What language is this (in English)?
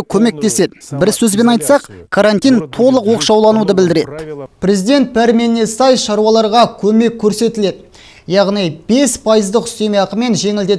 Kazakh